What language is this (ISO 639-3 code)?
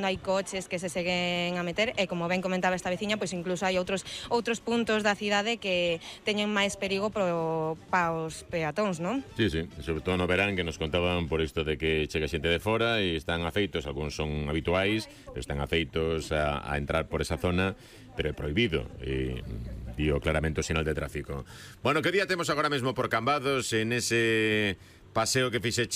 glg